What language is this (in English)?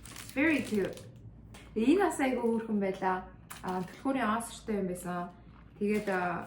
Mongolian